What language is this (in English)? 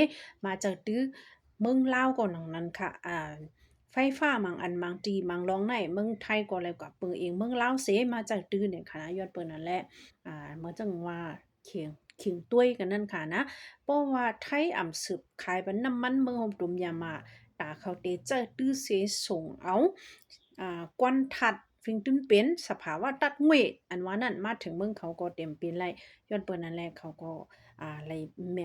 Shan